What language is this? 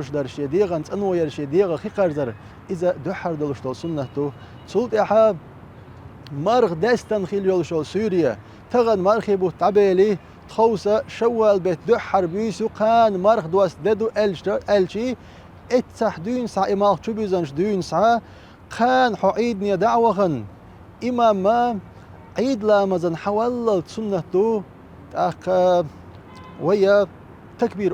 Chechen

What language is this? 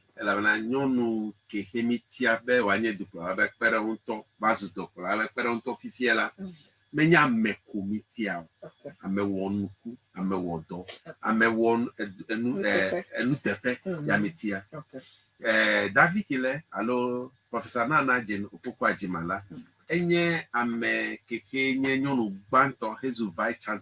Ewe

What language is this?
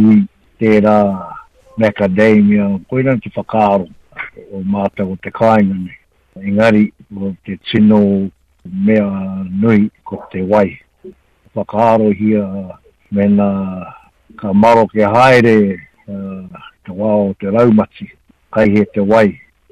Māori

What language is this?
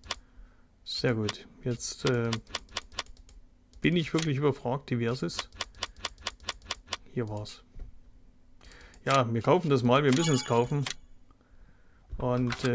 German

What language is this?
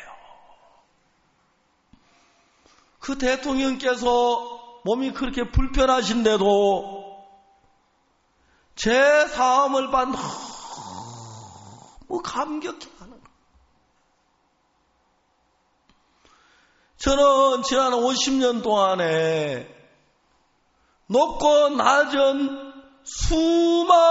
Korean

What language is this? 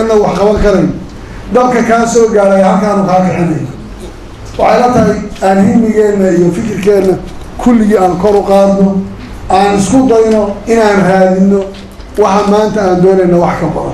Somali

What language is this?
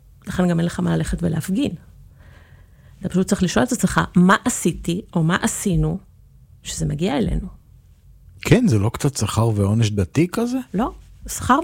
Hebrew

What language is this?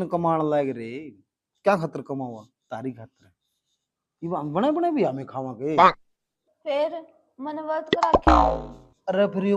Haryanvi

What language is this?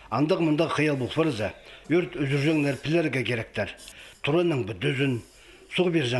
Khakas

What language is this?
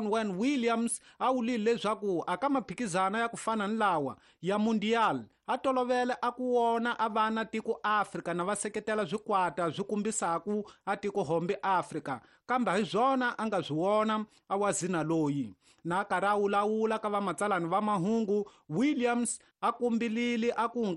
Tsonga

